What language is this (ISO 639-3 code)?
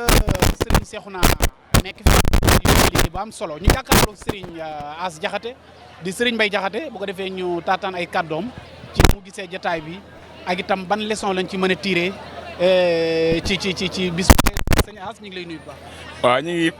wol